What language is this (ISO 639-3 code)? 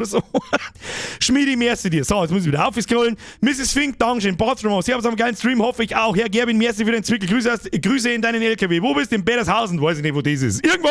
bar